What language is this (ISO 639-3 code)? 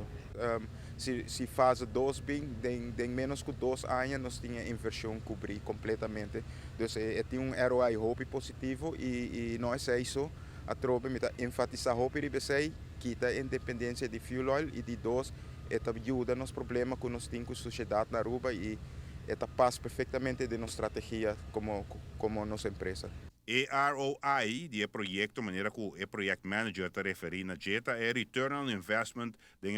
pap